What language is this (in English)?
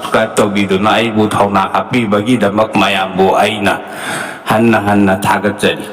Manipuri